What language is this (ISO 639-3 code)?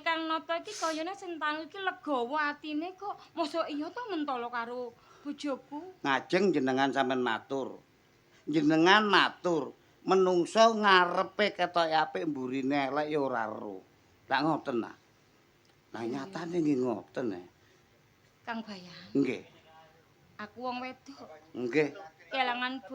jav